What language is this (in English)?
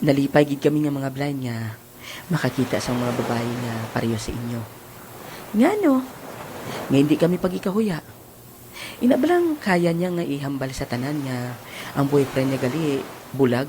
Hiligaynon